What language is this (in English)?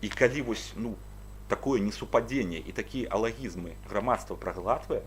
Belarusian